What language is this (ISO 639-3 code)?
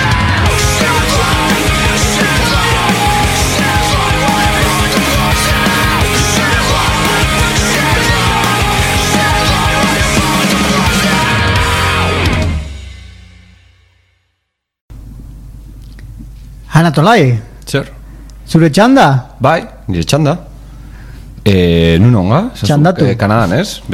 eus